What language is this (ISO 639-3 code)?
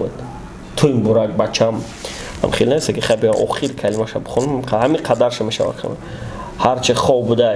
tgk